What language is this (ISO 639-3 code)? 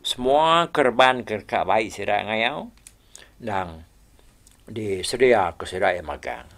iba